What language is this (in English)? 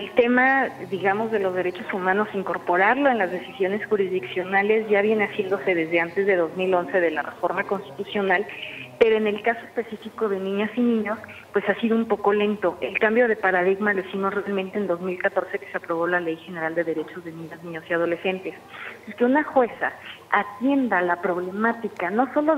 Spanish